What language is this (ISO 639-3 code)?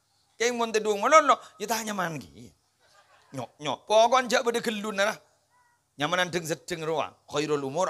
mad